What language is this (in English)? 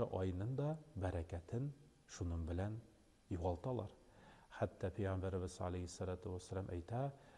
Tatar